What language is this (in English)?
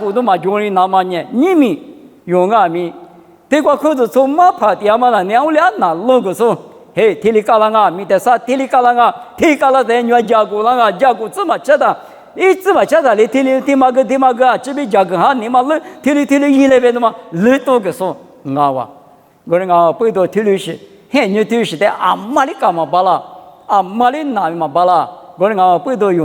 Lisu